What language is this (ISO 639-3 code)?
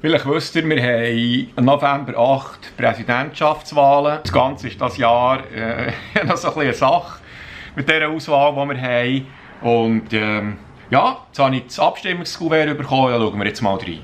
gsw